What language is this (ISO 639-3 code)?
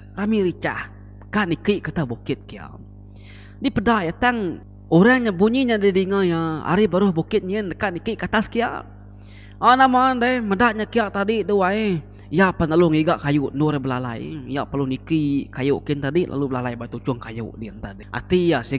iba